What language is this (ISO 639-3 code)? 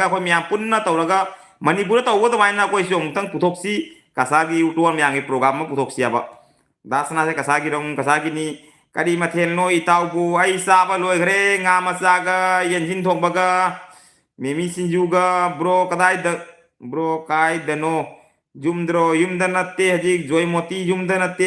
mni